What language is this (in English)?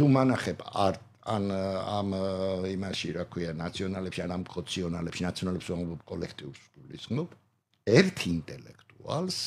Georgian